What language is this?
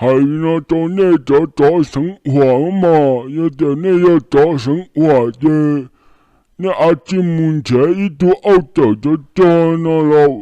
Hmong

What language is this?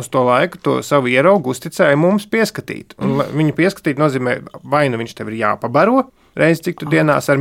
Latvian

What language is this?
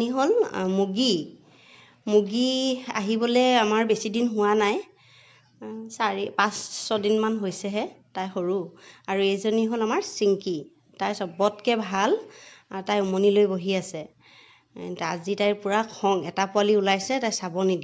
Assamese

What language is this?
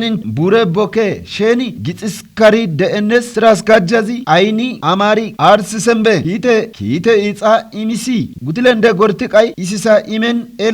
Kafa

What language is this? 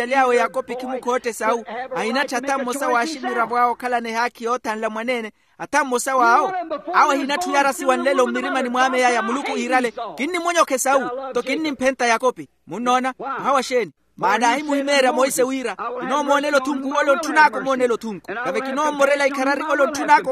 Makhuwa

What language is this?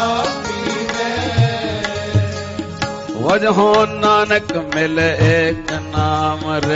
Punjabi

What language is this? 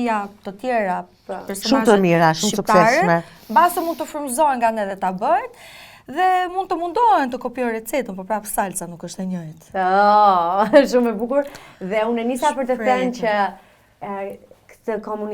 Albanian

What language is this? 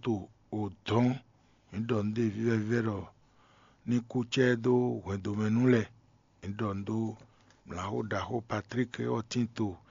Fon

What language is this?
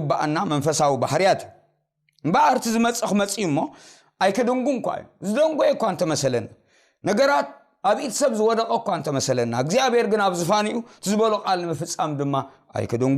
Tigrinya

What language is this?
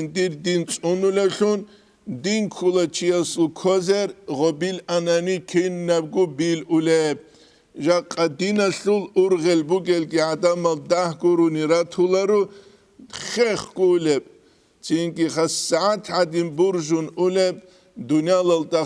Avaric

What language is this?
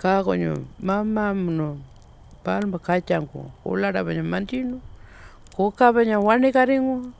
Pitjantjatjara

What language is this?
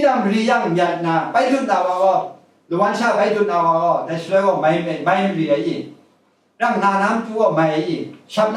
Kachin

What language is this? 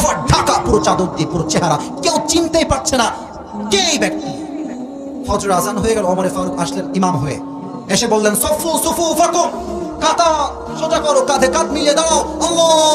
Bangla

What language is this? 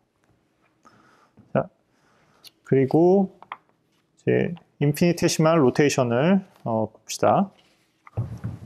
Korean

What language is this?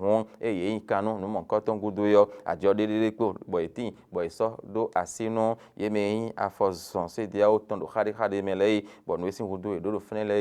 Fon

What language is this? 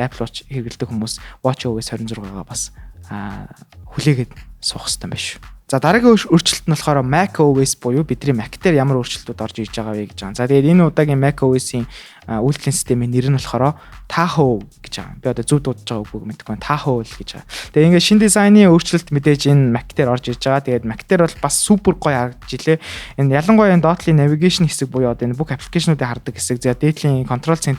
Mongolian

